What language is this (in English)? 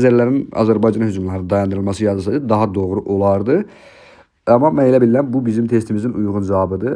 Azerbaijani